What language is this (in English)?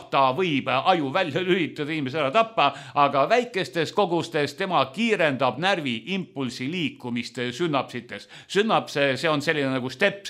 Estonian